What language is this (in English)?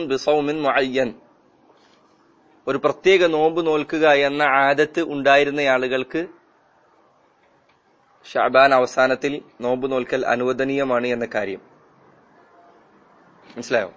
Malayalam